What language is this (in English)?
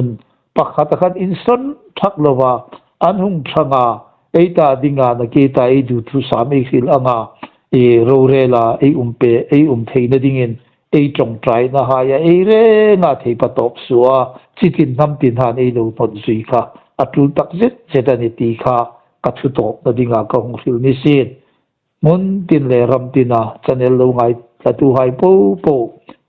Hmar